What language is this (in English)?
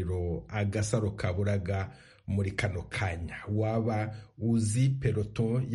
Kinyarwanda